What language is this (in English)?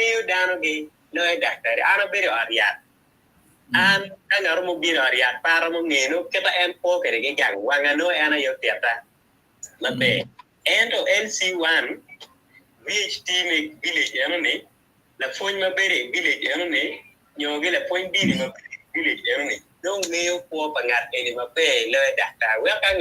Acoli